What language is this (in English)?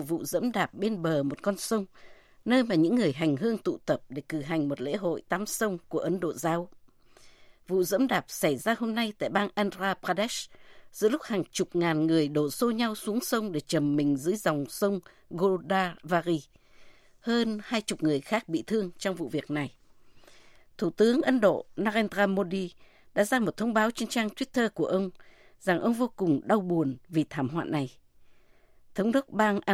Vietnamese